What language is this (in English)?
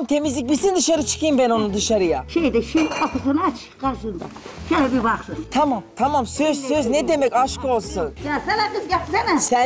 Turkish